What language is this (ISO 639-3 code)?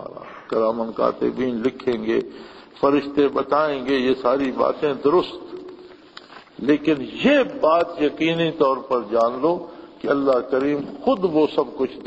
urd